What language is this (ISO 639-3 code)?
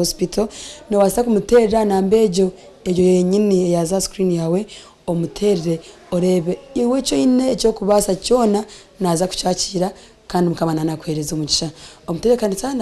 nyn